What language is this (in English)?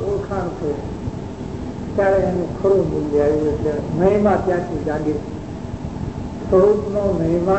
Gujarati